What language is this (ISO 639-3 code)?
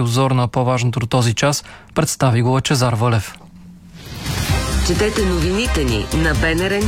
bul